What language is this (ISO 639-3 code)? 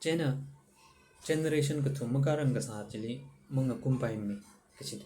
nmf